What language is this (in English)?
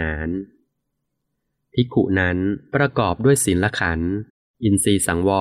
Thai